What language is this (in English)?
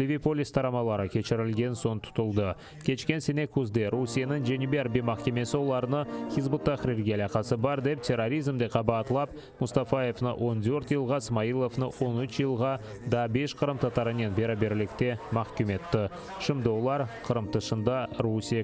Crimean Tatar